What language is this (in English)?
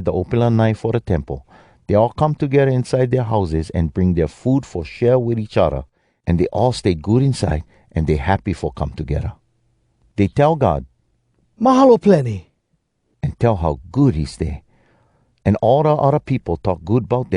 Hawai'i Creole English